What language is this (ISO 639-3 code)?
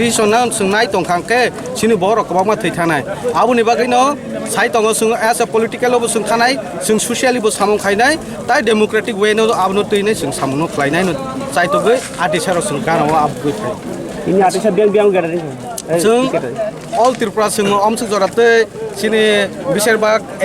trp